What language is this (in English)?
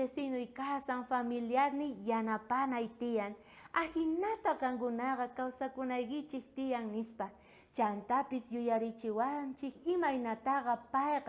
South Bolivian Quechua